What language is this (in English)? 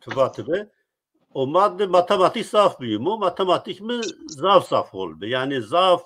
Zaza